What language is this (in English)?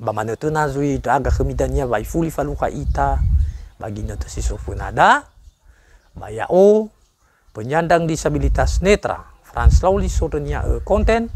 Nias